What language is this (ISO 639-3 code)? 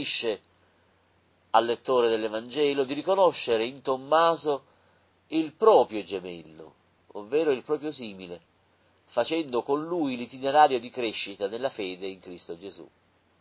ita